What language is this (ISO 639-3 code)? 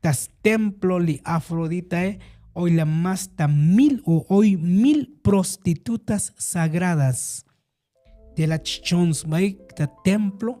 tzo